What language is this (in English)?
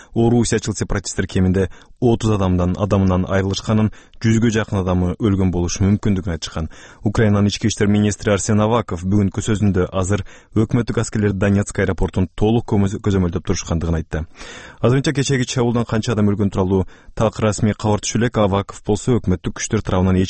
Kyrgyz